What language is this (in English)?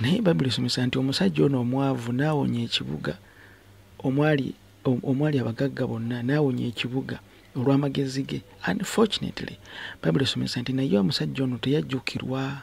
Ganda